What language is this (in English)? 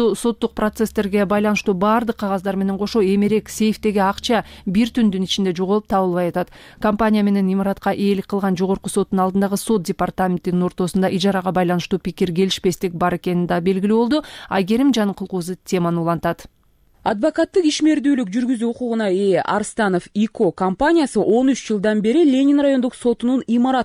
Kyrgyz